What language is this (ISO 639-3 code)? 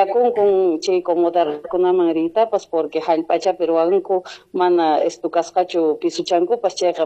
que